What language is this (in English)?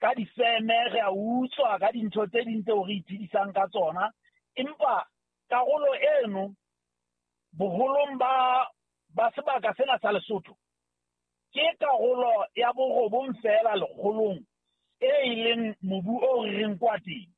Southern Sotho